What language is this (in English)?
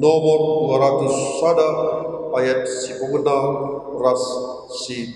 Batak Karo